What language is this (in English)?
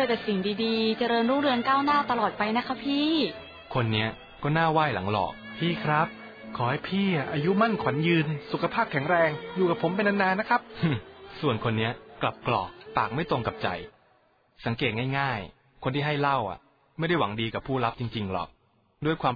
Thai